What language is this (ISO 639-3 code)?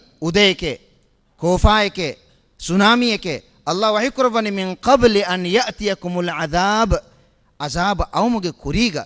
div